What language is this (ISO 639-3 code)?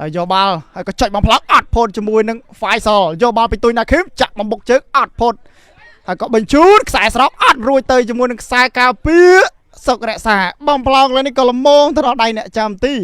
khm